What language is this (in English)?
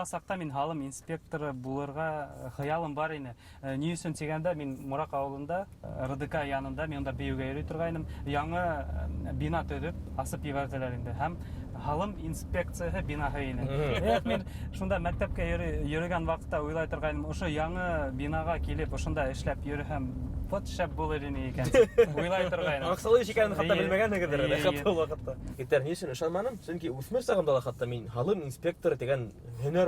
Bashkir